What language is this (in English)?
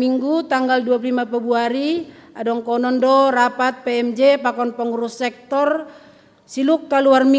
Batak Simalungun